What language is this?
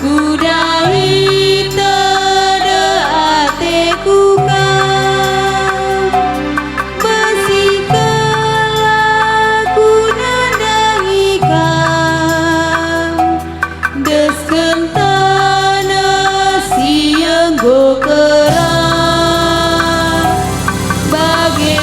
Batak Karo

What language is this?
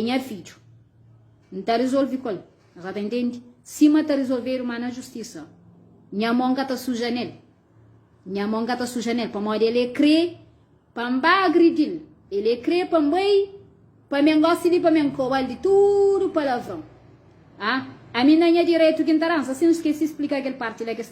Kabuverdianu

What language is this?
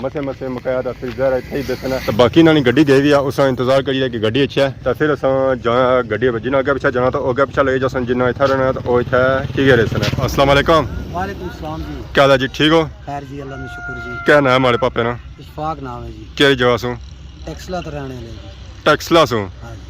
Pahari-Potwari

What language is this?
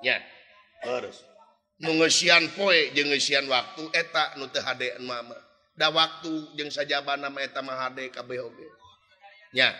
Sundanese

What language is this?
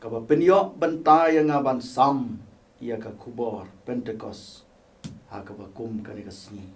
Khasi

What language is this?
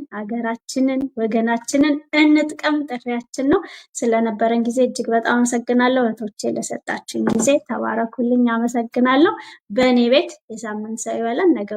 Amharic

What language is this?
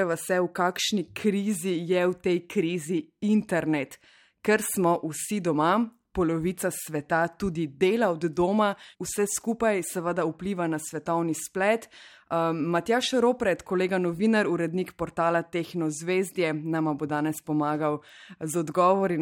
Slovenian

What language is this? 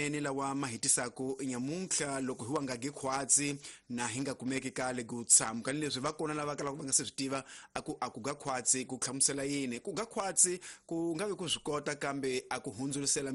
Tsonga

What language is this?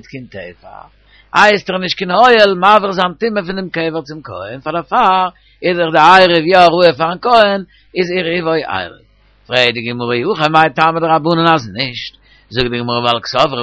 Yiddish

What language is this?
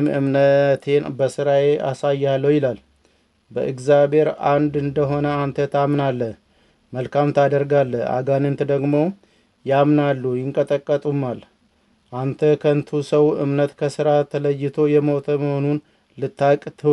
Amharic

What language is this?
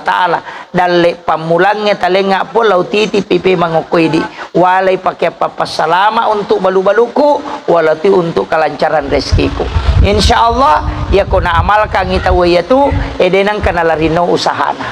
Buginese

